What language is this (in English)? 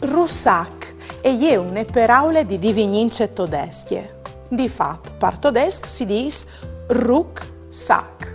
Friulian